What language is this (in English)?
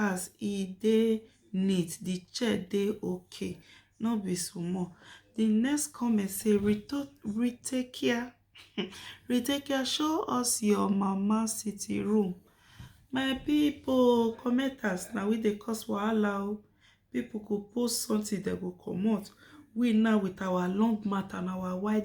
Nigerian Pidgin